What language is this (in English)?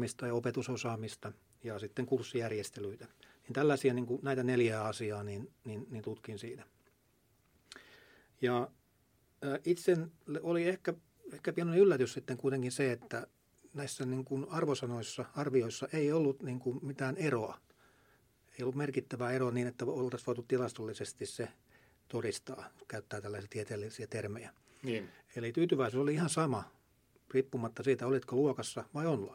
Finnish